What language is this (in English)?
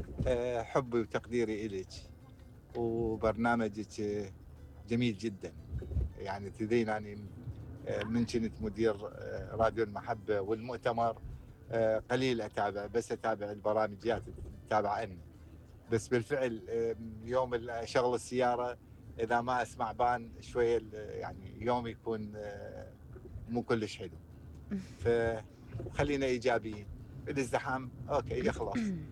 Mesopotamian Arabic